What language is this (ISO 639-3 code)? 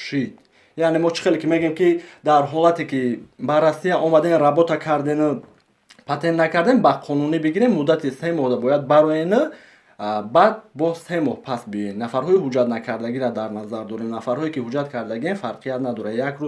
tgk